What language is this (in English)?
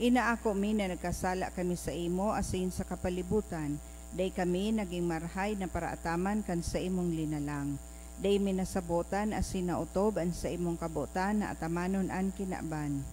Bikol